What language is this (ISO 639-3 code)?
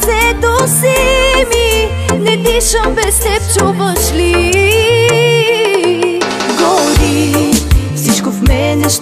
bul